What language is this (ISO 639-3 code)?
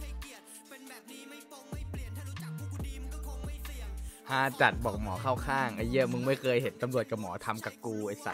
tha